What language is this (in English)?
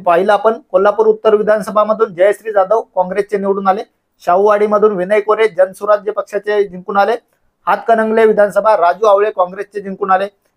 Marathi